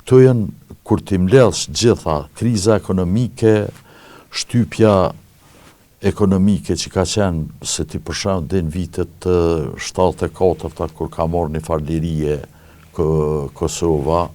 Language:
Albanian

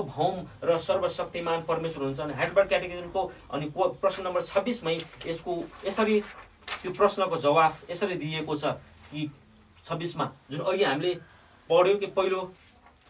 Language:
Nepali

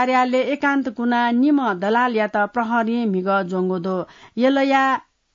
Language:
Newari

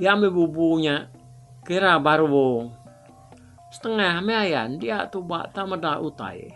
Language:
Iban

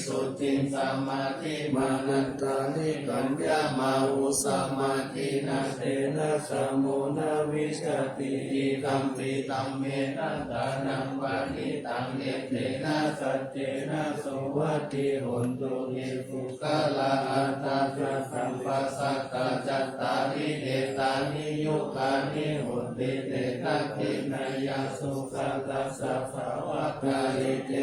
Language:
Pali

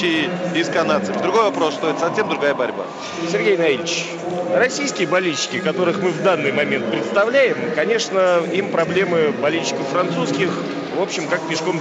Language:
Russian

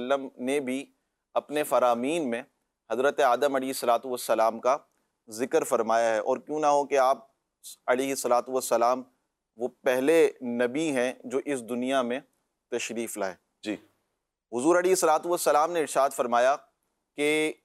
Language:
Urdu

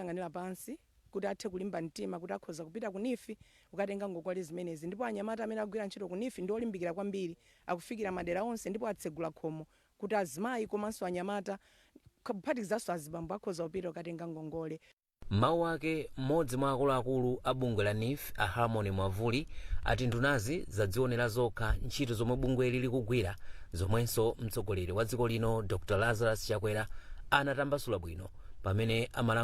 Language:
Nyanja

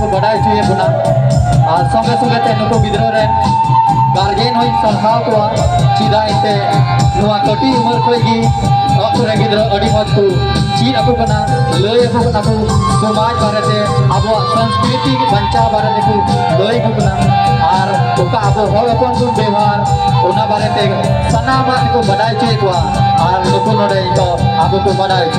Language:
Santali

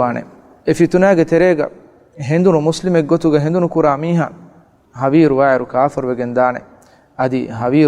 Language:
Divehi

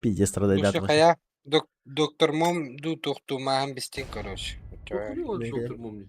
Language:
Yakut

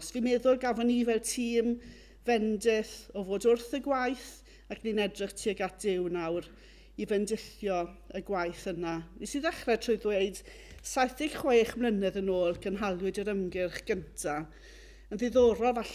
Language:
Welsh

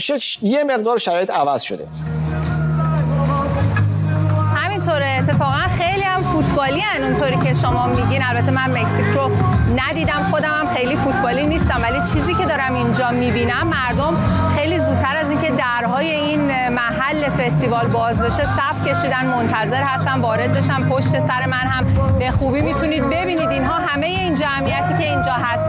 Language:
Persian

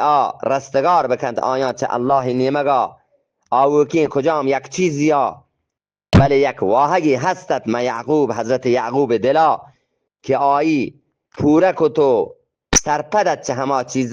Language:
Eastern Balochi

